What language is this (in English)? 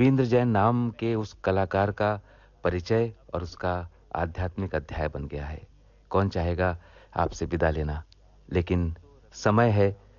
Hindi